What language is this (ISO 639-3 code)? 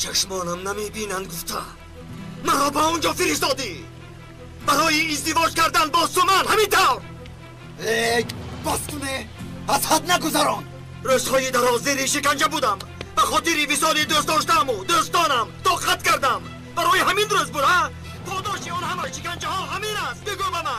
tgk